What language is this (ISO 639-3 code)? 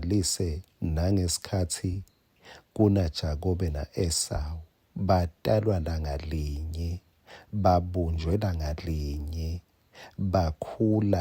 ssw